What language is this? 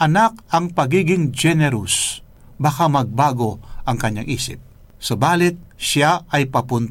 Filipino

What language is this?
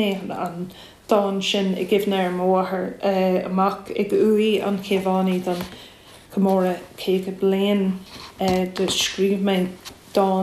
Irish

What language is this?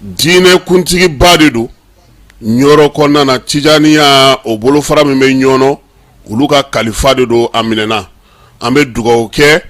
Bambara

